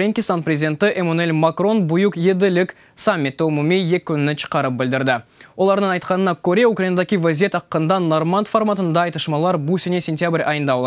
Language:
Crimean Tatar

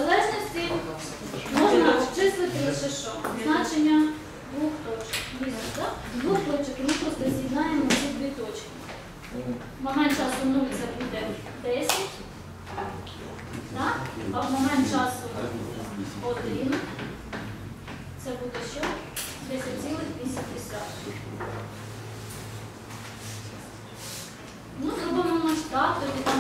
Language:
Ukrainian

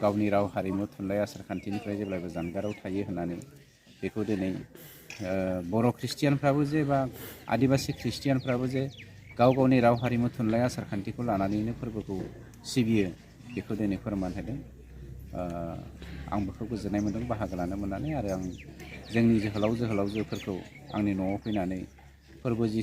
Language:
Bodo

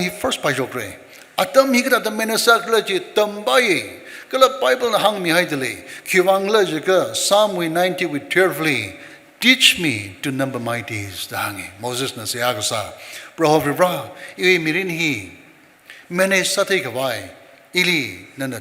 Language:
Tangkhul Naga (India)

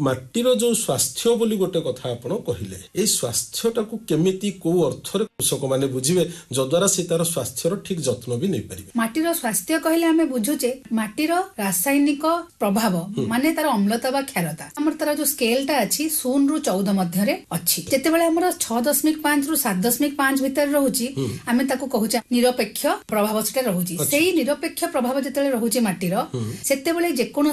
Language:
Odia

